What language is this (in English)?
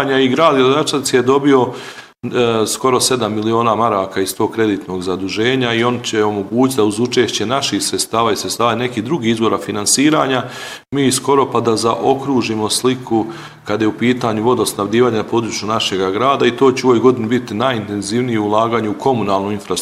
Bosnian